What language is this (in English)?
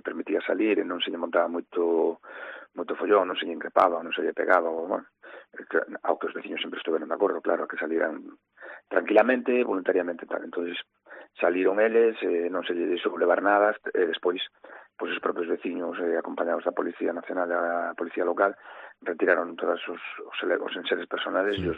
Galician